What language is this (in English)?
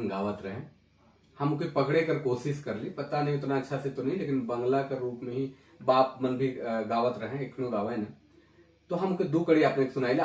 Sadri